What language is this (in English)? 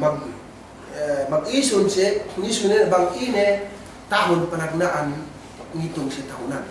Yakan